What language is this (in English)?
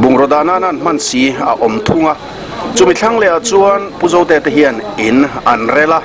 Mizo